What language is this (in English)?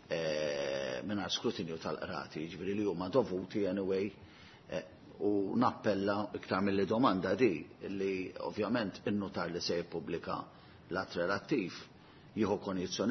Maltese